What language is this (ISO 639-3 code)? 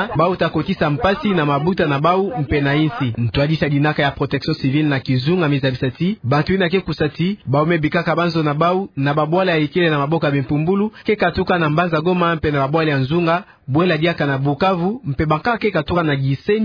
ktu